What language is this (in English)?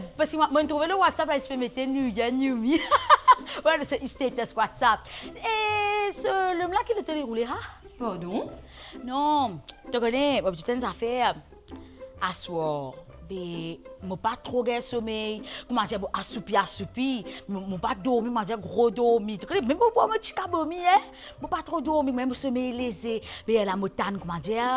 Morisyen